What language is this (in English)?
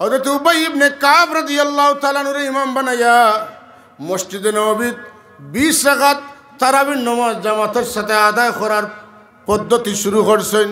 Sylheti